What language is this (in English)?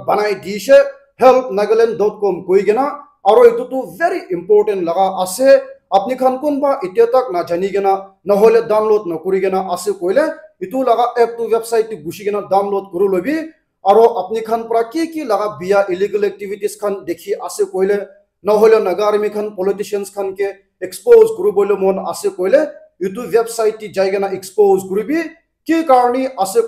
Naga Pidgin